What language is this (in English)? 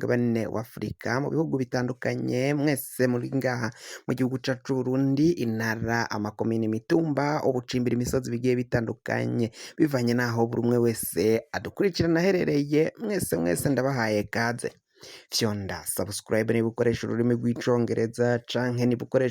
Rundi